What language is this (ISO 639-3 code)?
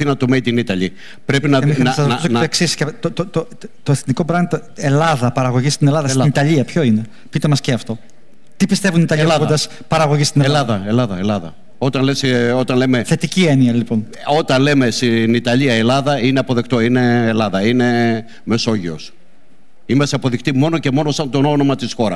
ell